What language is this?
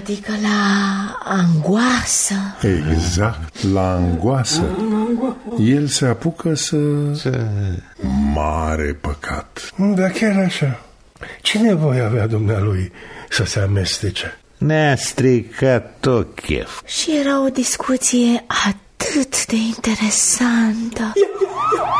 Romanian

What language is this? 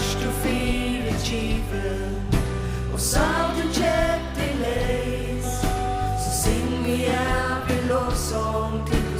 Faroese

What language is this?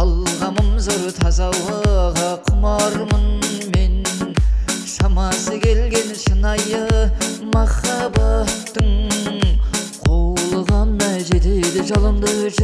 Kazakh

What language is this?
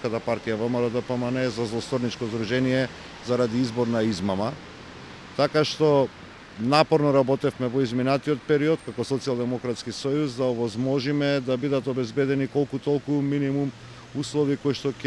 Macedonian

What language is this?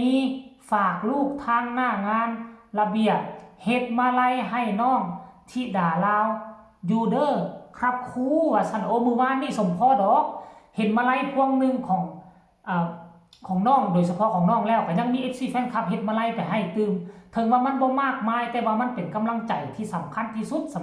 Northeastern Thai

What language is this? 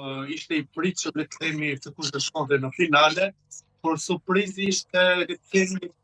Albanian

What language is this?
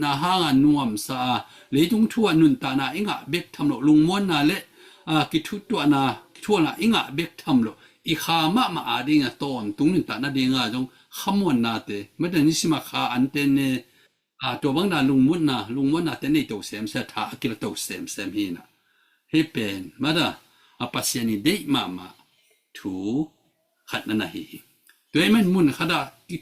Tedim Chin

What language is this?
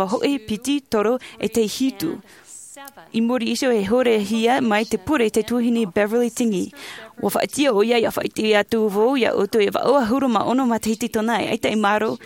Tahitian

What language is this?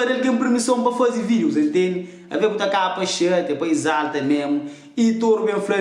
Kabuverdianu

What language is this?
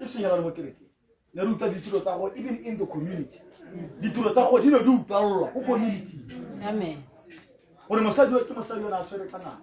Tswana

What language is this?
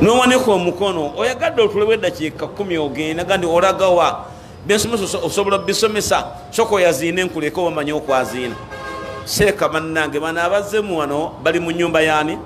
Ganda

